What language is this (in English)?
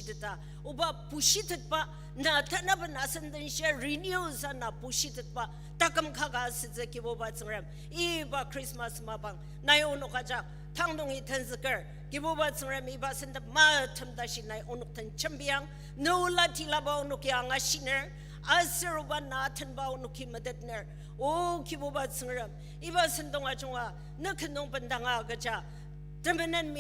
Ao Naga